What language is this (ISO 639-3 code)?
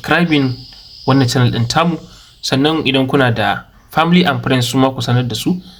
hau